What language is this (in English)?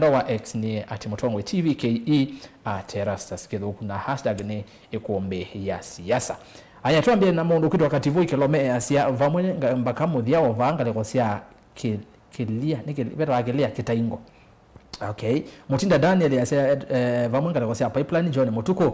Kamba